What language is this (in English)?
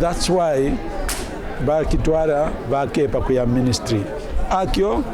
Kaonde